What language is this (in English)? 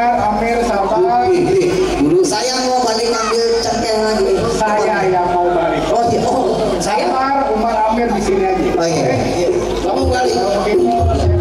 Betawi